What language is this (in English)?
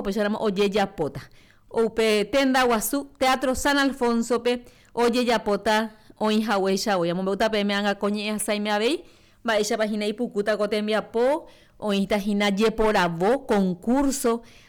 Guarani